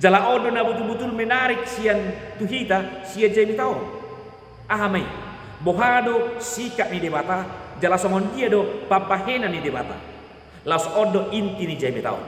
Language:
Batak Toba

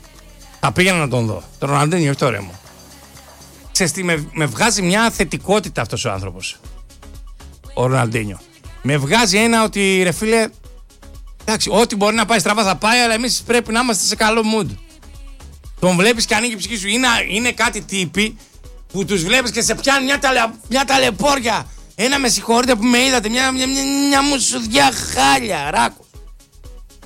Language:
Greek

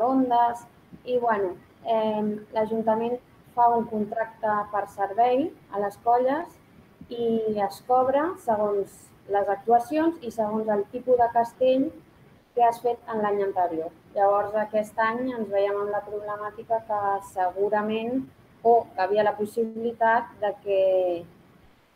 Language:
Catalan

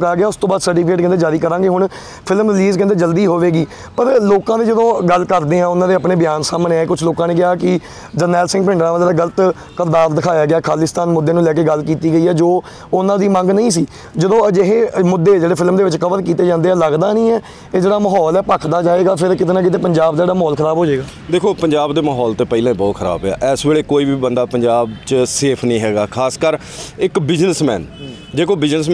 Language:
Punjabi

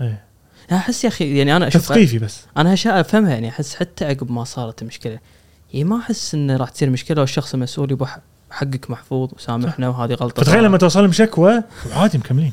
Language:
Gulf Arabic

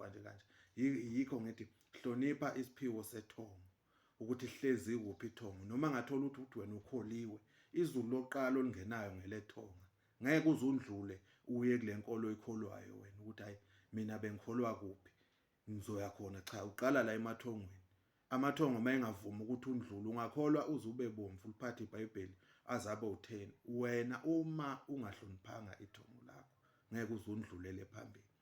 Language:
Zulu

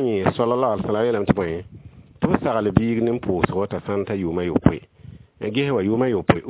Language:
Mossi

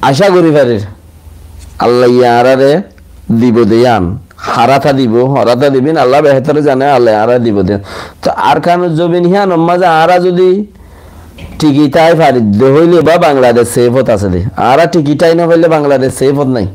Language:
Rohingya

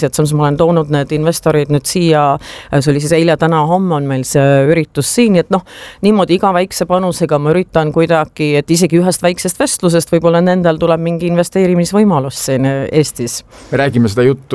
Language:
Estonian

